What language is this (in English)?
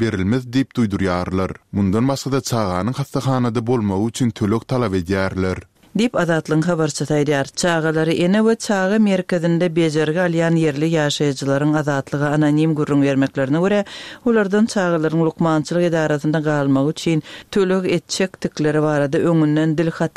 Turkmen